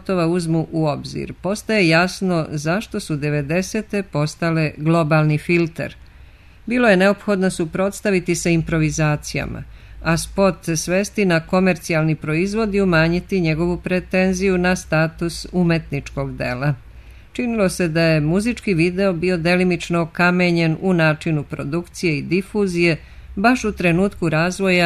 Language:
Serbian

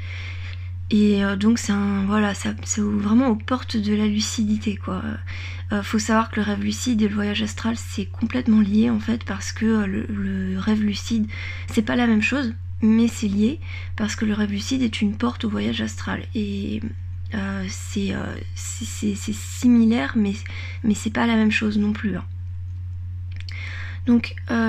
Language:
French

